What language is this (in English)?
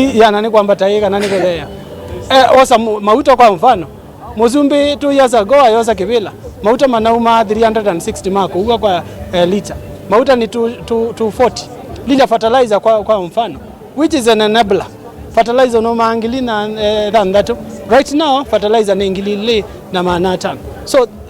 Kamba